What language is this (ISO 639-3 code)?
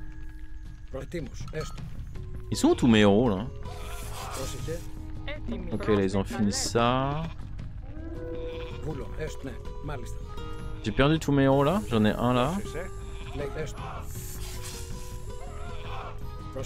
fra